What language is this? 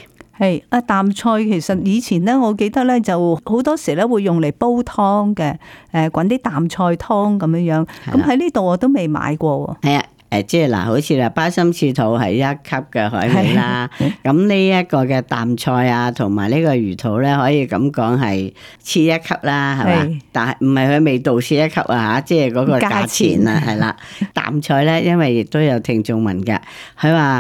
Cantonese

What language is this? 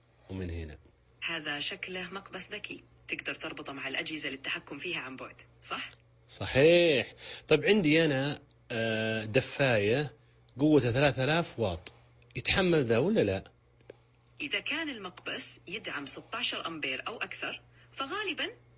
Najdi Arabic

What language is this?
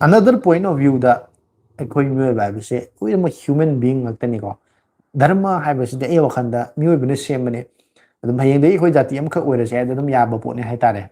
Manipuri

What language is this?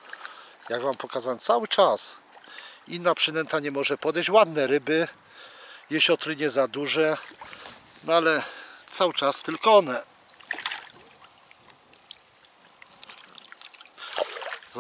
Polish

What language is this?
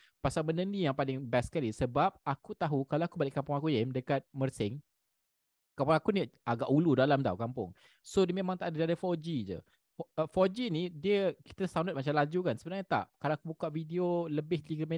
Malay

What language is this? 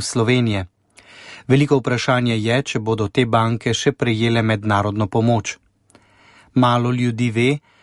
Slovenian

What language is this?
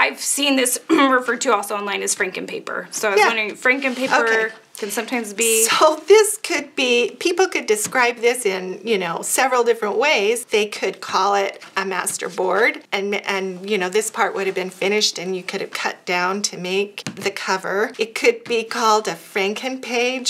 English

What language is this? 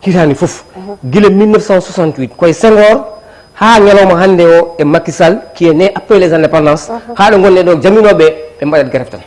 Fula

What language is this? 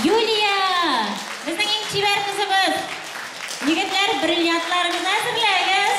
Bashkir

